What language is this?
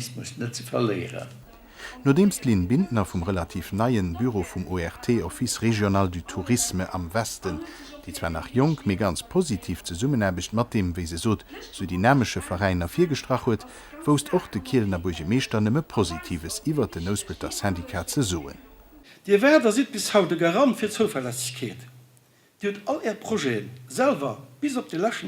Luxembourgish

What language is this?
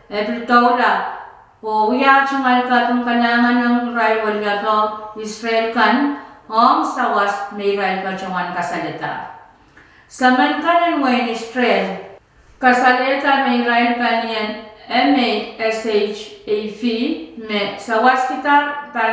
Pohnpeian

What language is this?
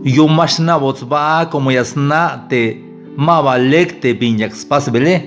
Tzeltal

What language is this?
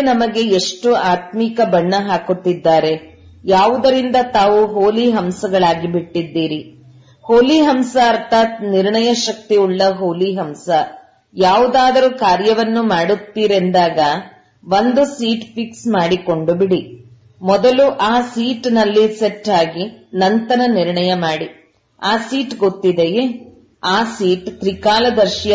Kannada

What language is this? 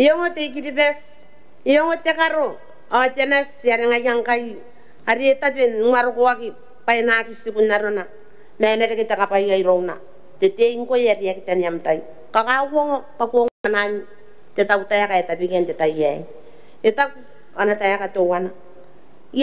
Gilbertese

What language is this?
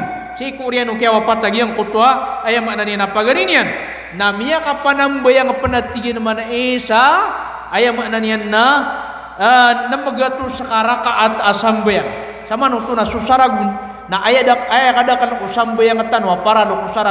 Maranao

